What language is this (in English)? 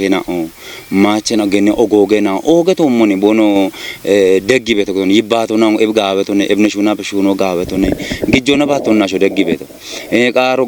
Kafa